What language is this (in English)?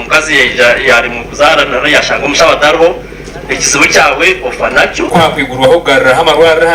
Nyankole